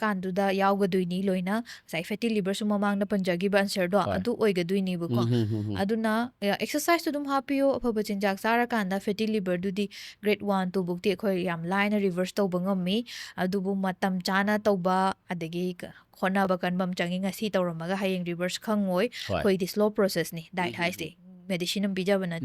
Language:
Manipuri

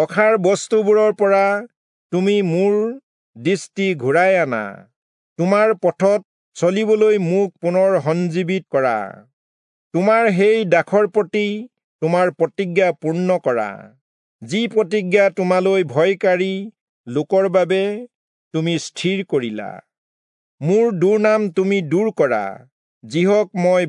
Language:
Assamese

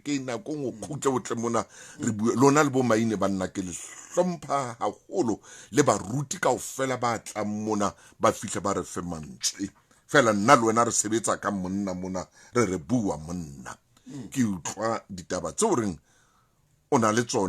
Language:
Southern Sotho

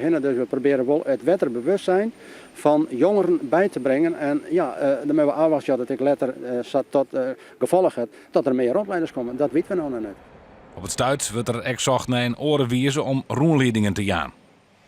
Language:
Western Frisian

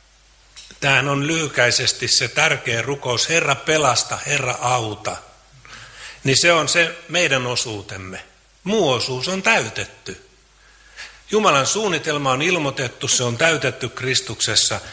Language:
Finnish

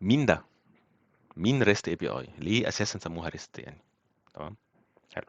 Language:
Egyptian Arabic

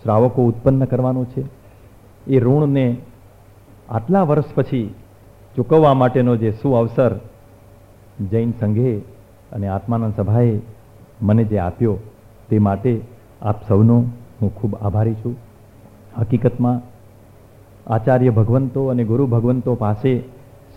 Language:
Gujarati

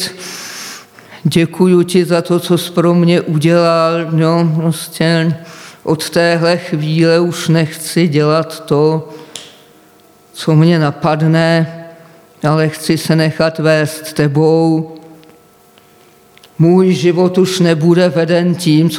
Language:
Czech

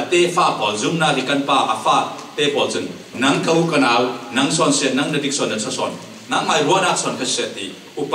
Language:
Falam Chin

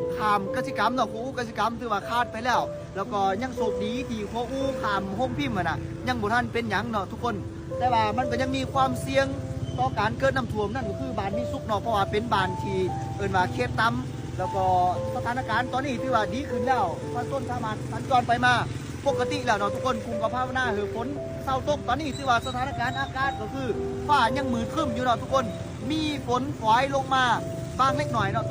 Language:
Lao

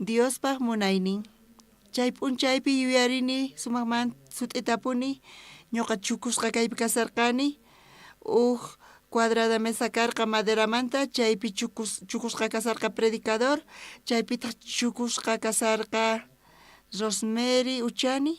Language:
South Bolivian Quechua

